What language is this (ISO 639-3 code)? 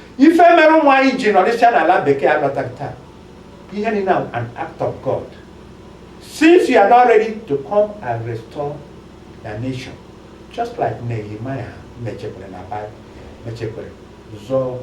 ibo